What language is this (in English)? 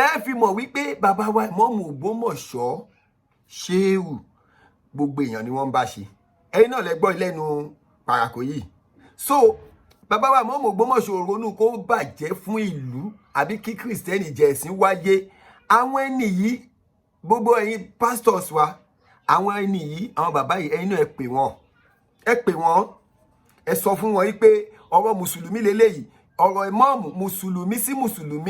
Yoruba